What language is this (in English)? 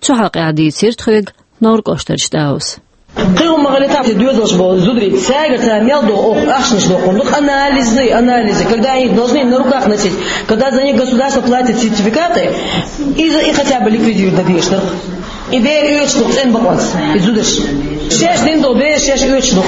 Chechen